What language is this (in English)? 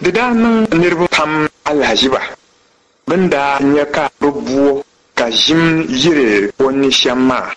Dagbani